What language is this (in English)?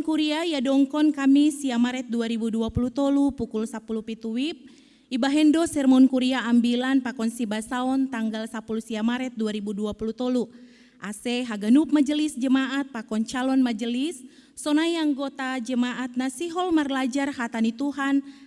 Batak Simalungun